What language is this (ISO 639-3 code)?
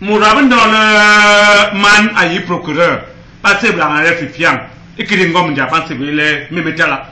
bas